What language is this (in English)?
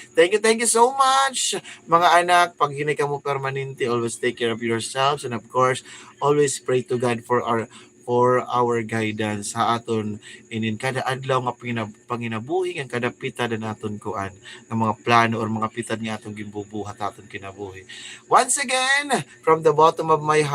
Waray